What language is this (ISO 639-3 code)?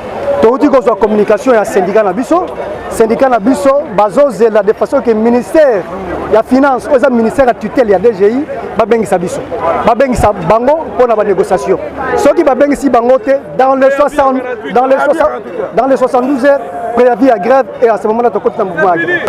lin